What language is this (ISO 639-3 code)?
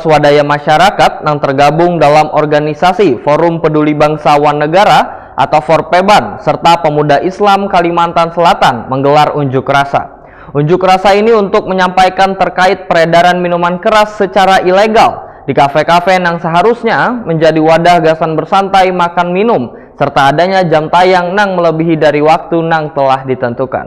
bjn